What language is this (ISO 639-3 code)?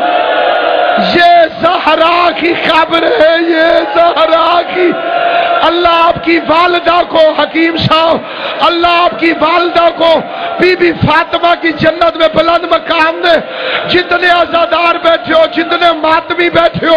urd